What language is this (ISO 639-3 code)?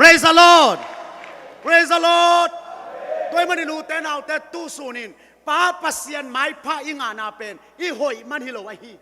ctd